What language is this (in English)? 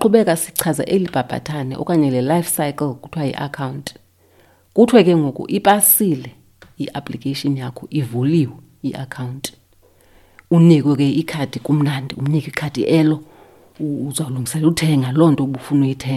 Xhosa